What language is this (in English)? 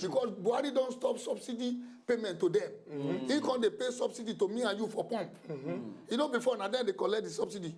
Nigerian Pidgin